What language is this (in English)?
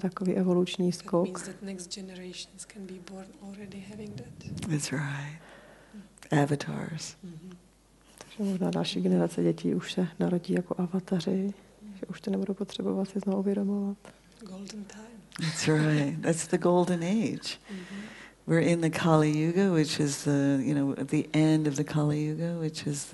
Czech